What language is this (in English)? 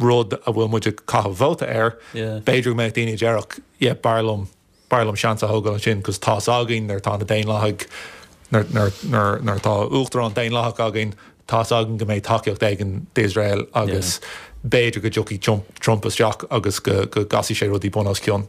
Irish